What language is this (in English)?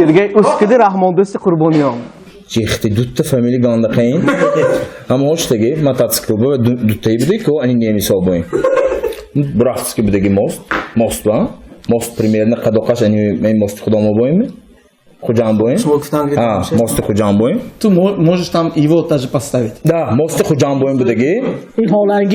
Tajik